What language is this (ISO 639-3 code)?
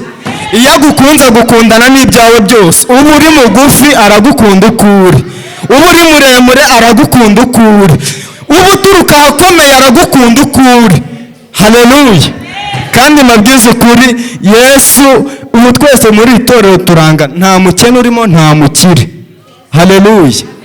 kin